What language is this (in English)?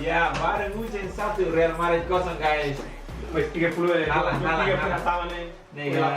Tetum